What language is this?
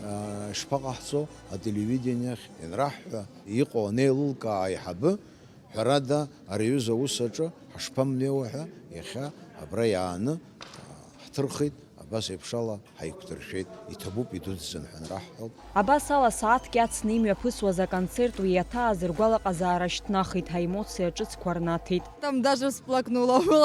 Abkhazian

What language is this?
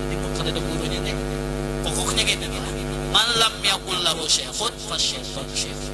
Banjar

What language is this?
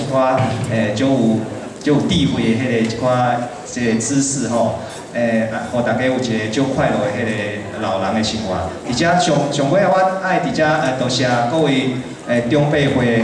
Min Nan Chinese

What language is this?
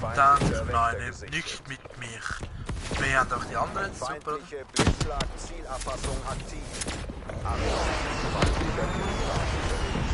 Swiss German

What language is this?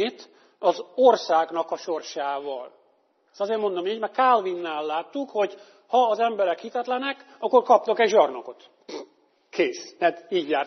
Hungarian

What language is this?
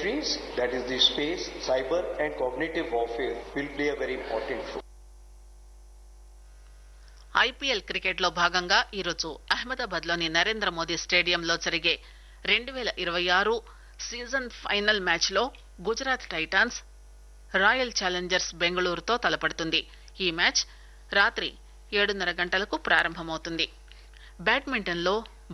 Telugu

